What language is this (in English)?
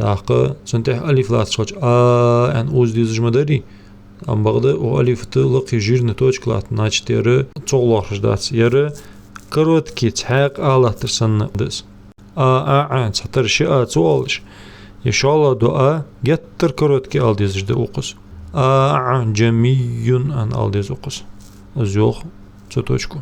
Ingush